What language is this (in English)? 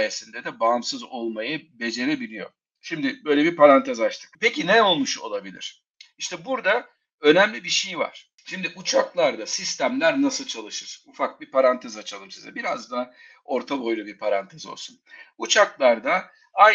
Turkish